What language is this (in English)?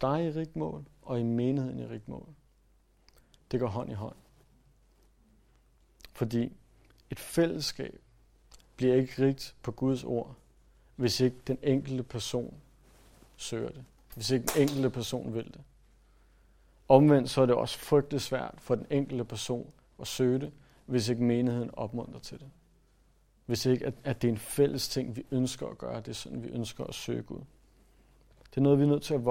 Danish